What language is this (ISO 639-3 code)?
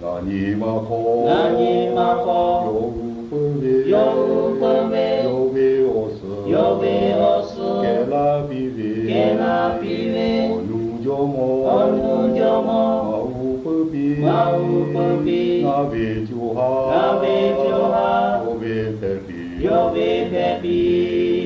lhu